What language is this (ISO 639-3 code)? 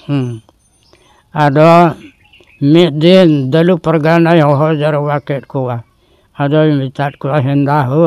sat